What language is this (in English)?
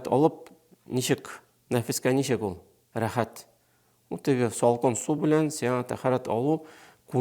Tatar